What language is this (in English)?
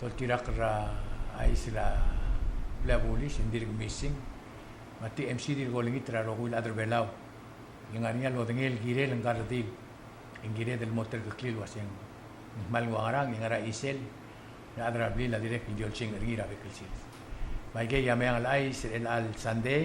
Palauan